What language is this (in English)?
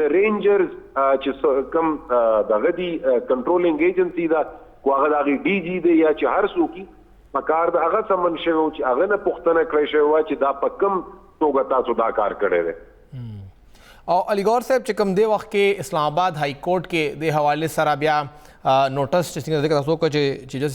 Pashto